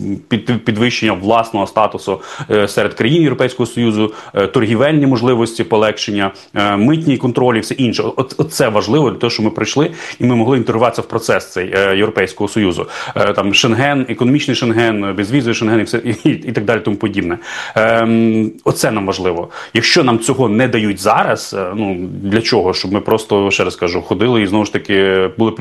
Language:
Ukrainian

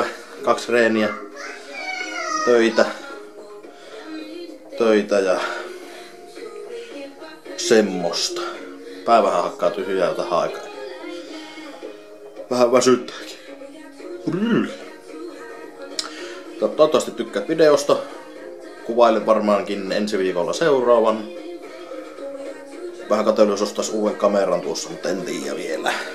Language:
Finnish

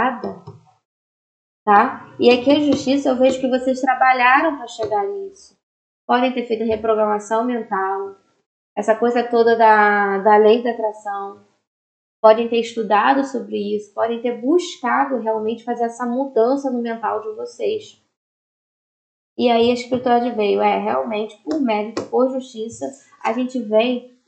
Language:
Portuguese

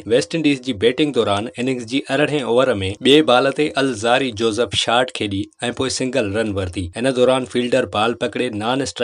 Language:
Sindhi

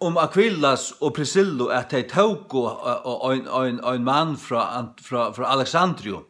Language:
Faroese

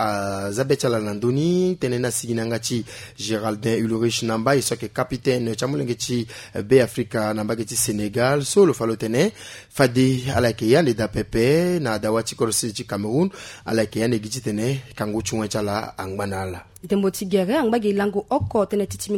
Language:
Sango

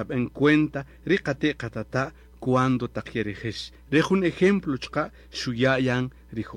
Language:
Kaqchikel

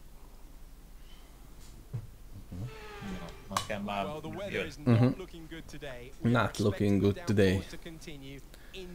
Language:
Hungarian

